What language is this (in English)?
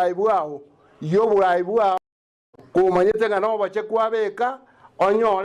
Gusii